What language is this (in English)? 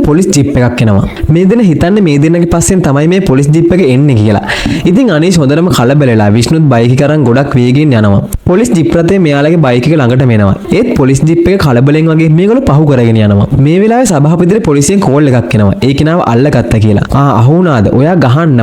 Sinhala